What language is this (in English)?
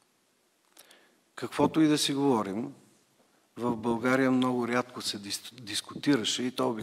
Bulgarian